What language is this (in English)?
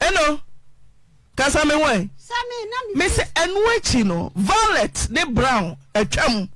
Akan